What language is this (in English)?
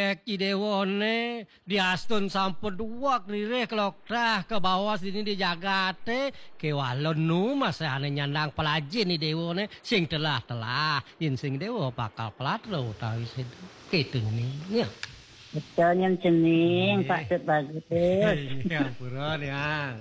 Balinese